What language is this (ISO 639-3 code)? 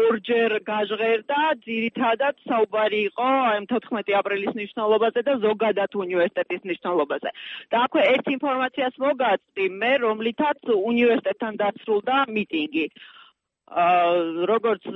kat